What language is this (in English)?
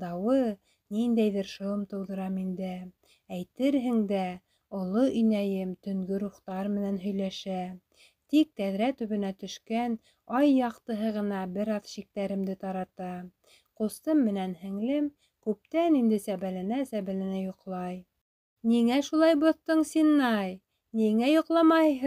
Bashkir